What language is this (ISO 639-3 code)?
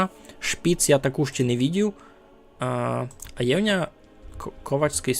rue